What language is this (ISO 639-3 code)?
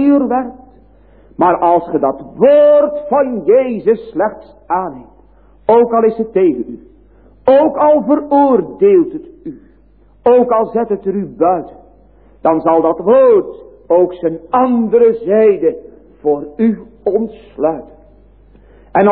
nld